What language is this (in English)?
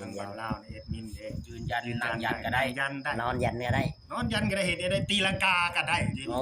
Northeastern Thai